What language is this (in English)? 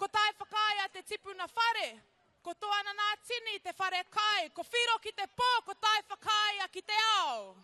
Māori